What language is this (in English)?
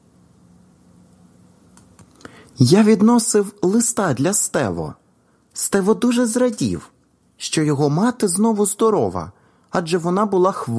Ukrainian